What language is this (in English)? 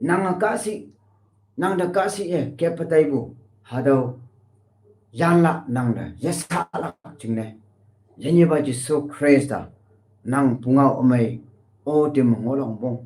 Konyak Naga